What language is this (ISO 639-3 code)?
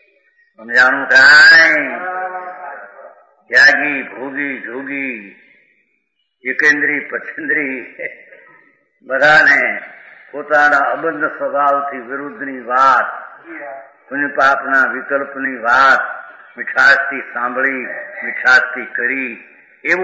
guj